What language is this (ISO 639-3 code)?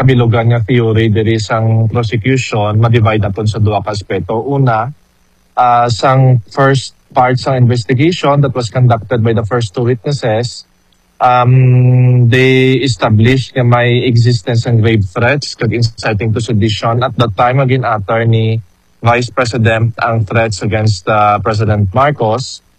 hil